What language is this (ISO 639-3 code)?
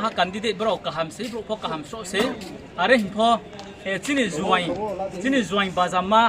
ria